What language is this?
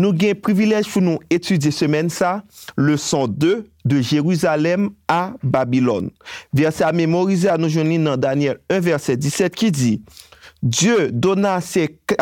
Haitian Creole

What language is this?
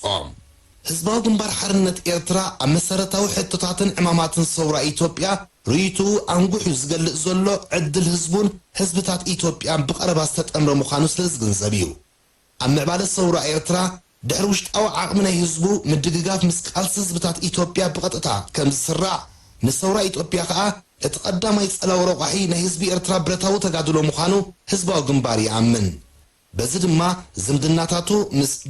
Tigrinya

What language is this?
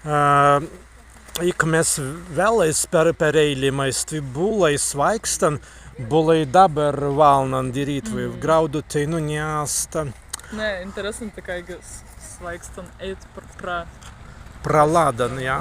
Prussian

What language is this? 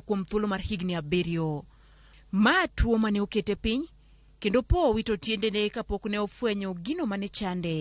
Luo (Kenya and Tanzania)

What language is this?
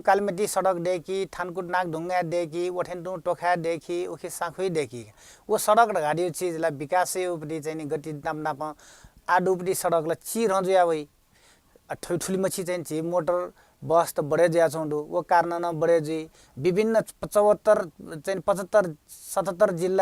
Newari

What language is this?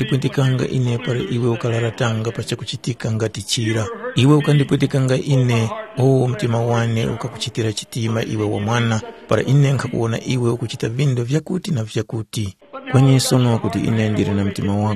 Tumbuka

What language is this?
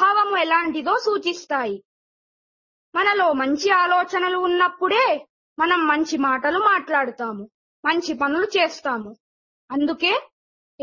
Telugu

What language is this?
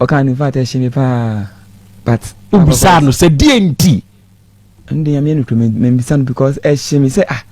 Akan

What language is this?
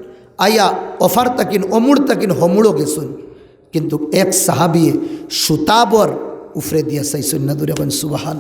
Sylheti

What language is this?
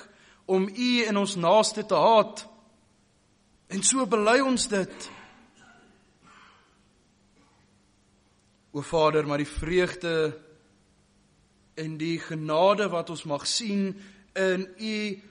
Afrikaans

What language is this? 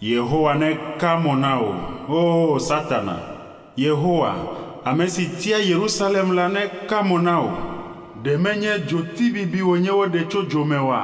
Ewe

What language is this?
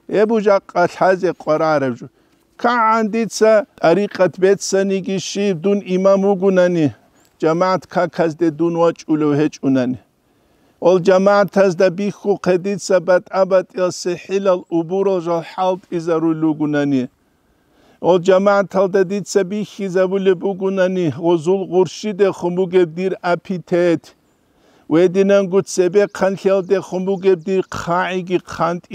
Avaric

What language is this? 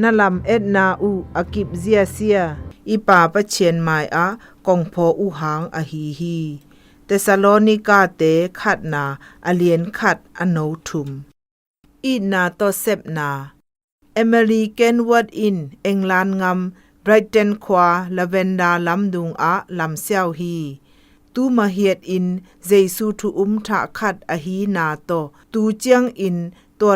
Zou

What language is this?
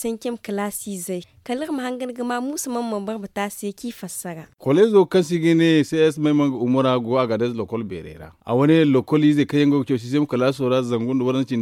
Zarma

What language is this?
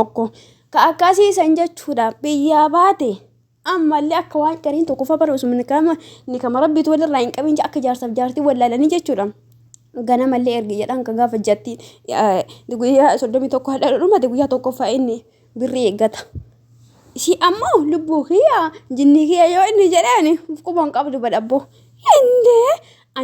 Oromo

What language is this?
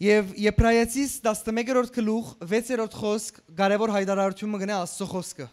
Western Armenian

